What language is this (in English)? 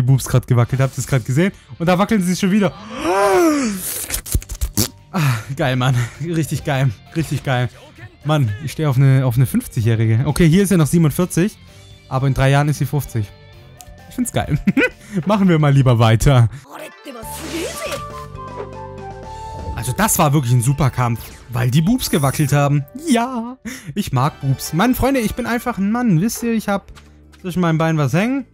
German